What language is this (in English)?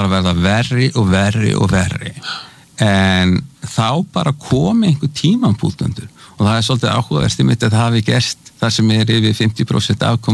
Icelandic